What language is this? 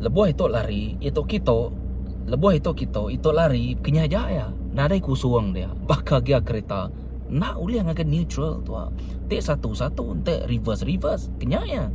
Iban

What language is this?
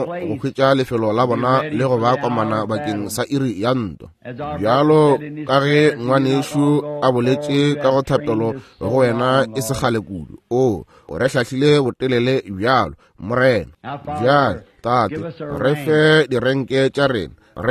Northern Sotho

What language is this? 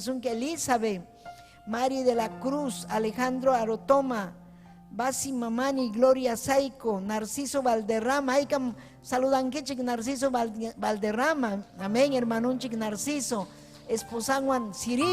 Ayacucho Quechua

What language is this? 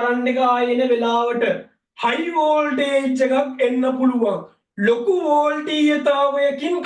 Sinhala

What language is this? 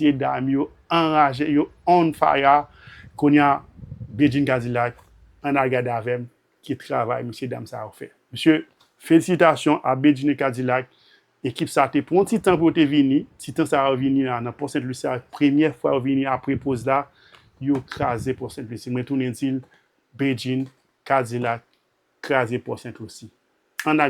Haitian Creole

